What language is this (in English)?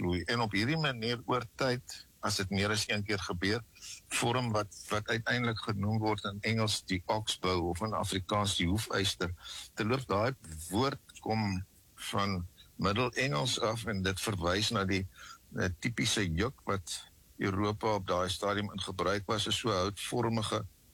Afrikaans